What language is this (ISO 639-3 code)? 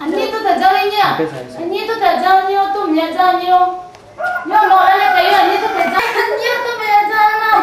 ahk